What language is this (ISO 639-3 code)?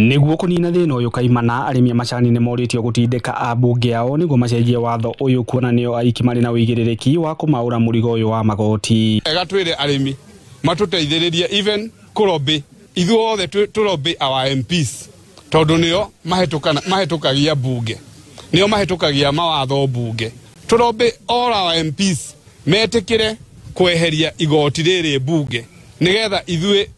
kik